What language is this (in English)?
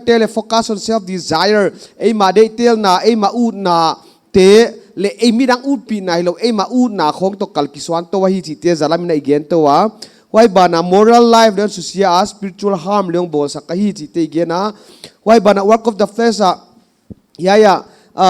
Paite Chin